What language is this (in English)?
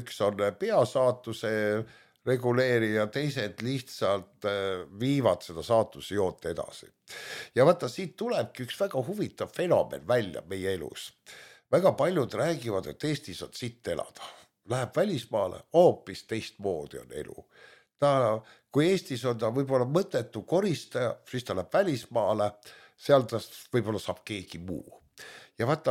Estonian